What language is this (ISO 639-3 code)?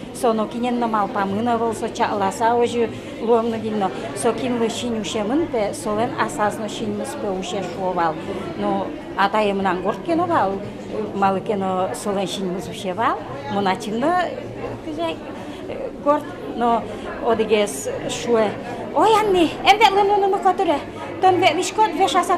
udm